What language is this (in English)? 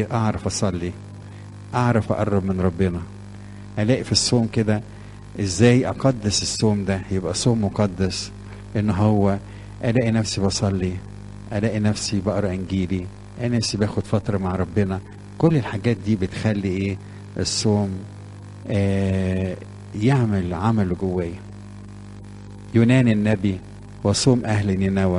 Egyptian Arabic